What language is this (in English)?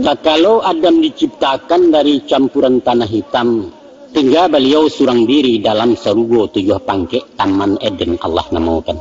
Minangkabau